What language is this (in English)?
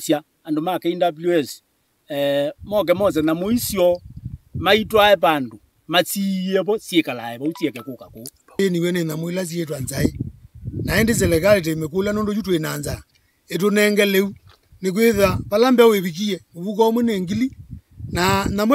Kamba